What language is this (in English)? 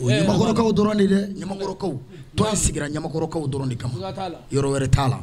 Bambara